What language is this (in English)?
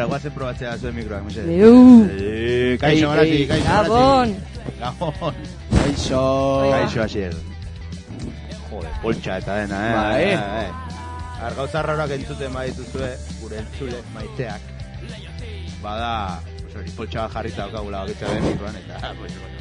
Basque